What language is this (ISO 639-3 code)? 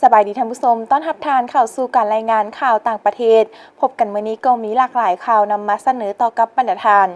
lao